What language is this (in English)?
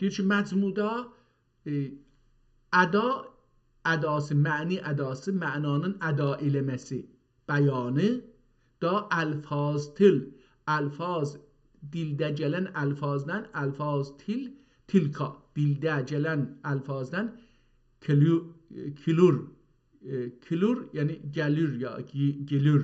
South Azerbaijani